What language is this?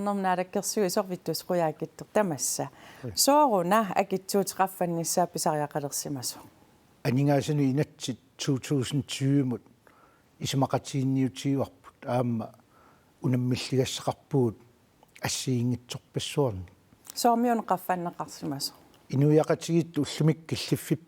Kalaallisut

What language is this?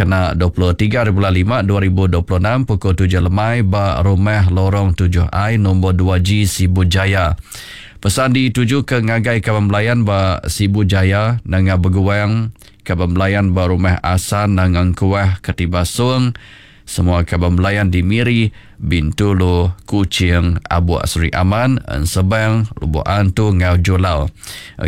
Iban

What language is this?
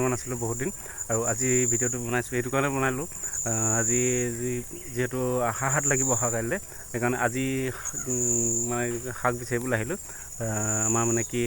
Assamese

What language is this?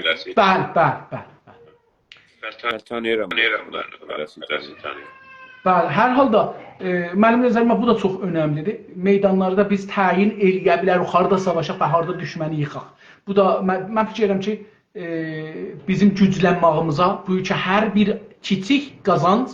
South Azerbaijani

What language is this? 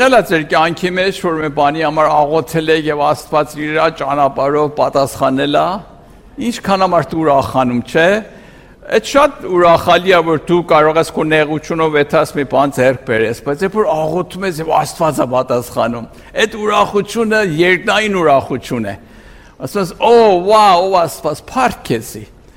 Armenian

